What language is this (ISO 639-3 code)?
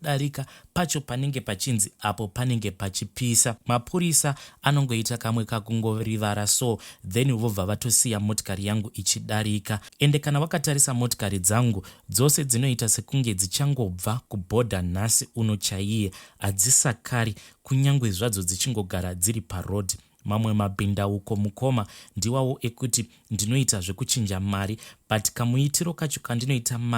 sna